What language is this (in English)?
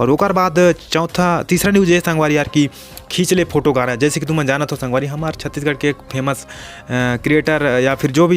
Chhattisgarhi